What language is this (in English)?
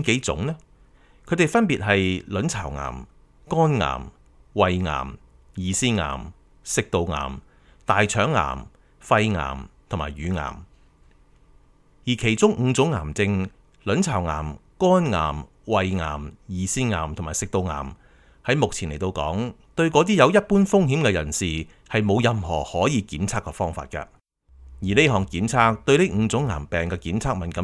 Cantonese